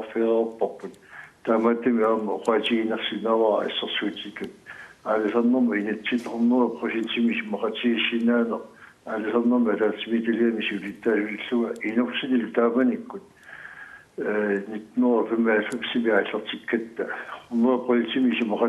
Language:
Kalaallisut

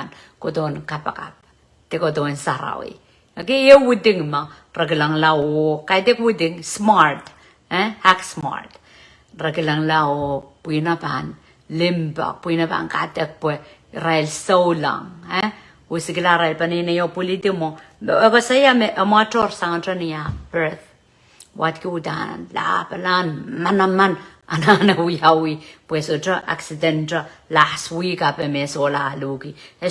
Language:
Pohnpeian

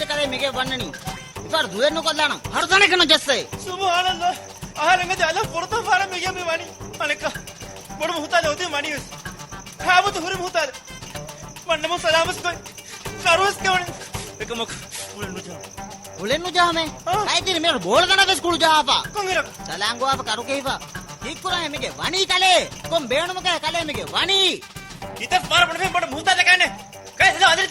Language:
Divehi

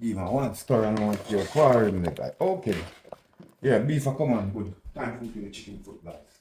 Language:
Jamaican Creole English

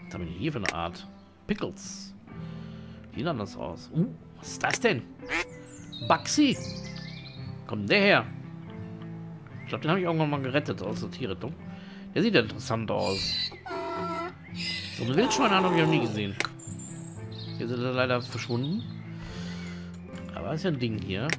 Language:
German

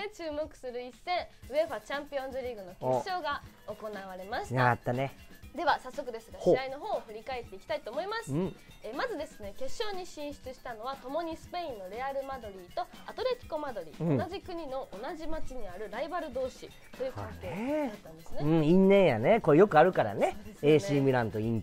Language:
Japanese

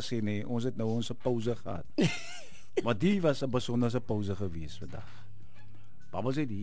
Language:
Afrikaans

